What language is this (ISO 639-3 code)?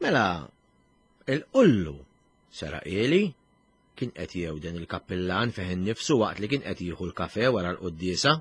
mlt